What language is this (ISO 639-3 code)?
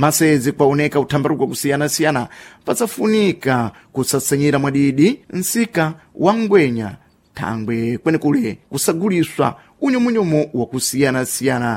seh